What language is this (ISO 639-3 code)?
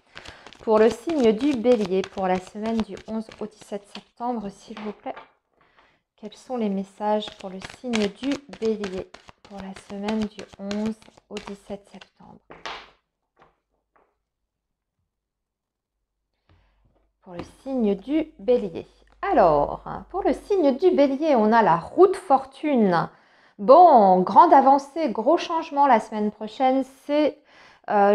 fra